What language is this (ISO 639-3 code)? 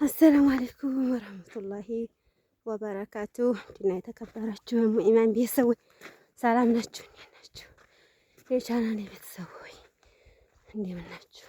amh